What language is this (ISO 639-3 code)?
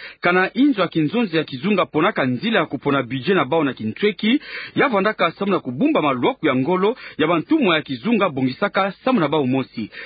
ktu